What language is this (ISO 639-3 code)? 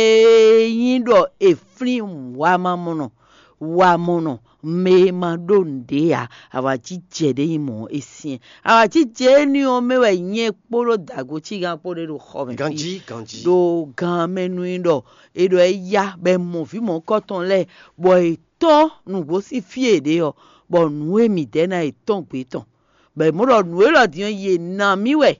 fon